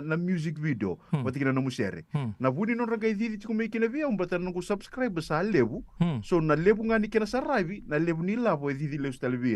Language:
Fijian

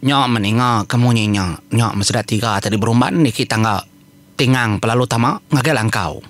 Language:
Iban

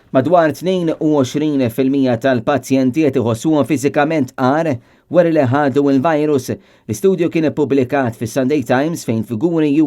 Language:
Maltese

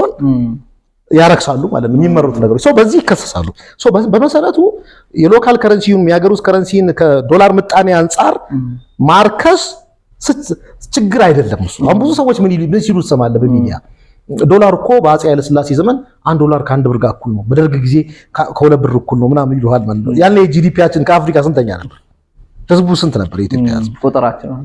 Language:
Amharic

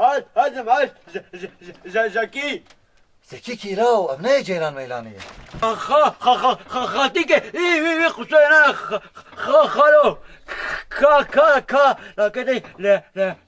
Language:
Kurdish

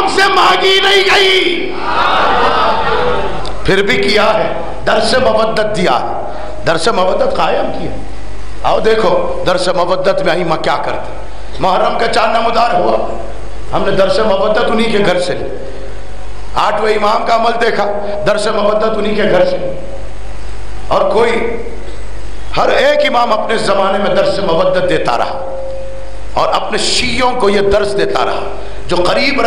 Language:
Urdu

